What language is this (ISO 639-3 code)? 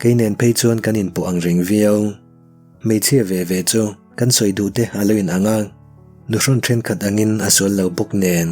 lus